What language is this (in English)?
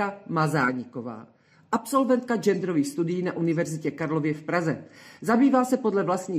Czech